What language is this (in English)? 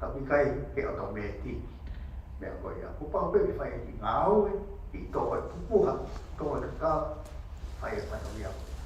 Tongan